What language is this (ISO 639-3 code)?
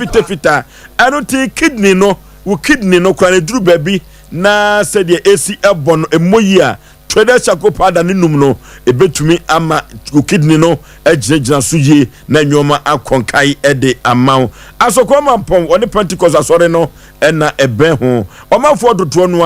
aka